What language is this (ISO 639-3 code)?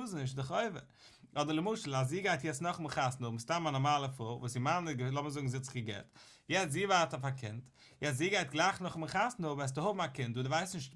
yid